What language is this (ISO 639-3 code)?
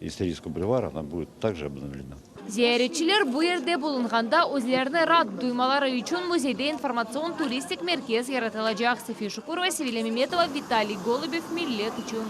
crh